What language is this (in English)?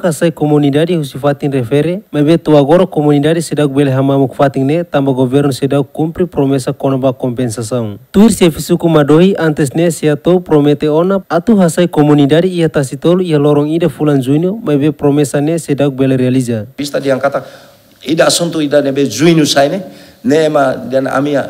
Tetum